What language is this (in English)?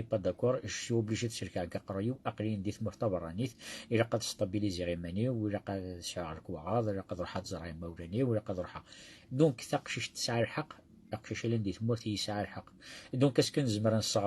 Kabyle